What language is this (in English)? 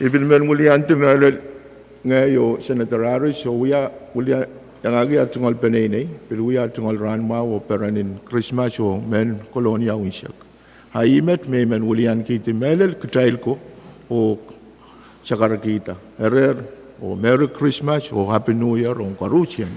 Pohnpeian